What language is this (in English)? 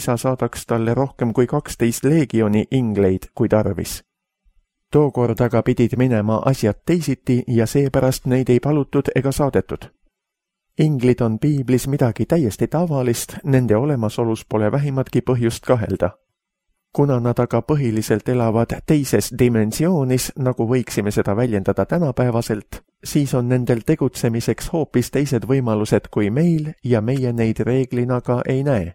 Estonian